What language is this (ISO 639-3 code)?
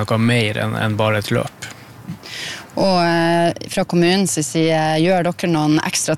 nor